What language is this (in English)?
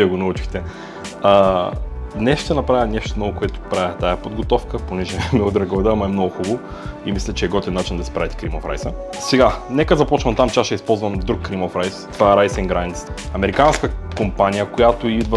Bulgarian